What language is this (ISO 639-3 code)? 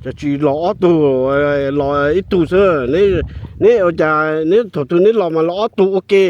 hmn